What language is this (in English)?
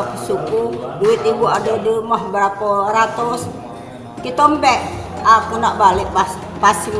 Musi